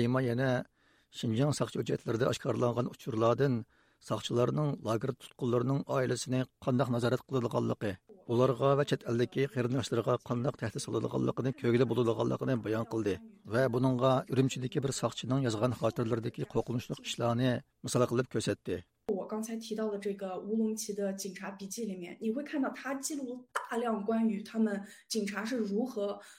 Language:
Uyghur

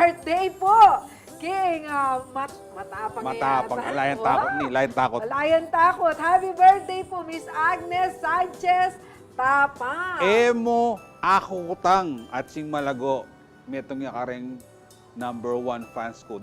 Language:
Pampanga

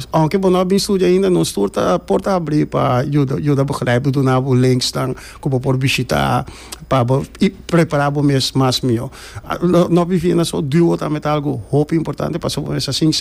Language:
Papiamento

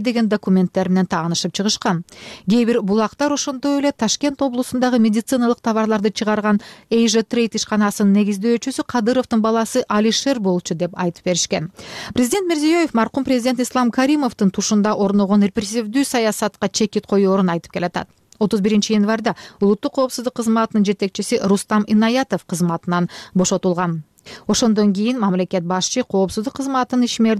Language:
Kyrgyz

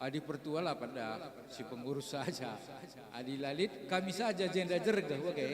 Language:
Batak Karo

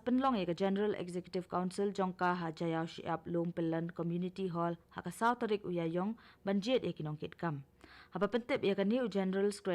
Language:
Khasi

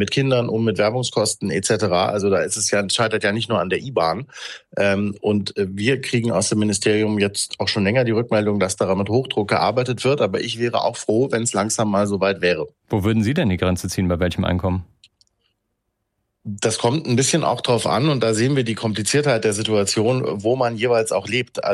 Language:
German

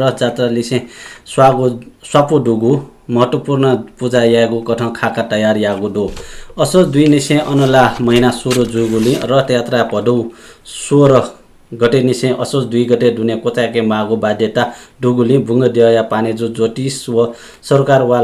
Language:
Newari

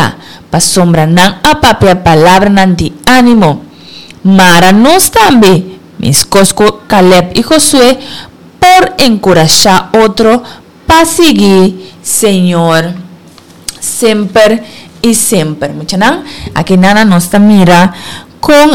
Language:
Papiamento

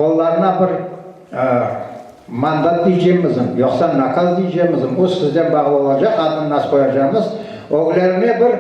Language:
Crimean Tatar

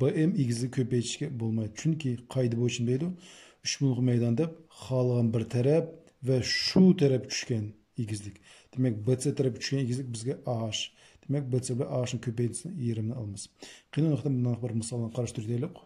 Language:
Uyghur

